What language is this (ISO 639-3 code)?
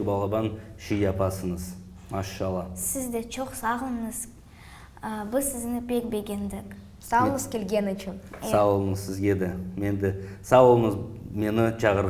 crh